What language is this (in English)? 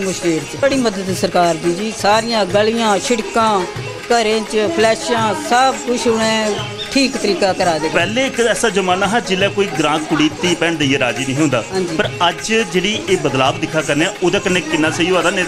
Dogri